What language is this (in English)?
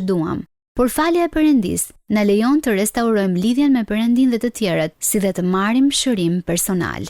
Albanian